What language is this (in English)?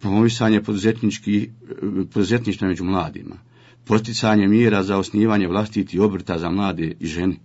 Bosnian